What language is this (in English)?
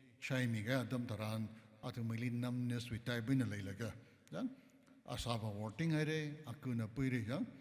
Tangkhul Naga (India)